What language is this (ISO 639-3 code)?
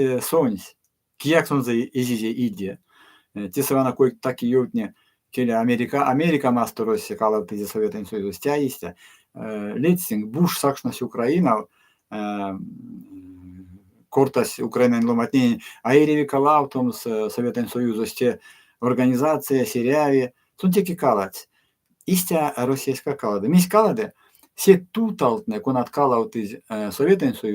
myv